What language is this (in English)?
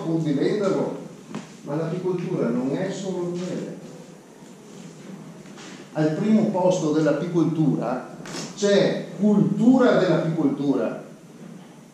Italian